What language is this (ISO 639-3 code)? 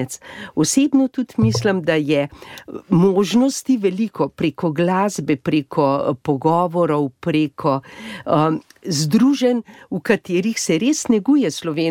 slv